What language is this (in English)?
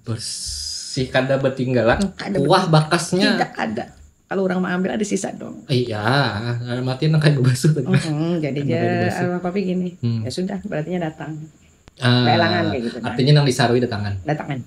Banjar